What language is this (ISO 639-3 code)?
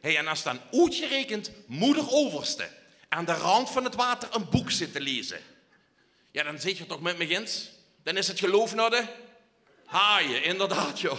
lim